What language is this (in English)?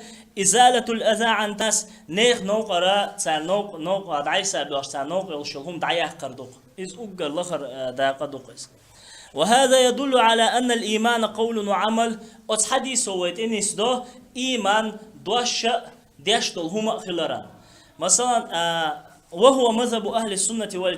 Chechen